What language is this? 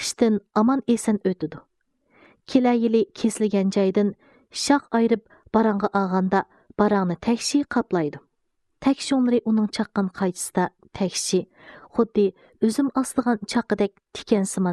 Uyghur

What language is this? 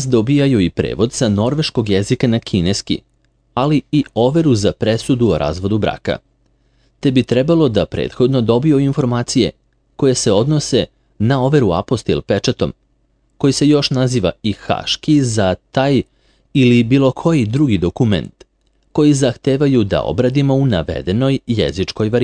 Serbian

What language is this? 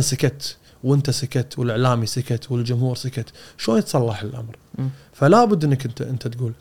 Gulf Arabic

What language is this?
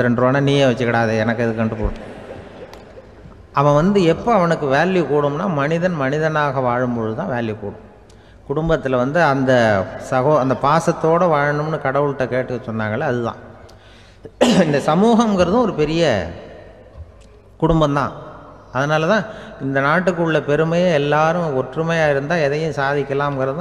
Tamil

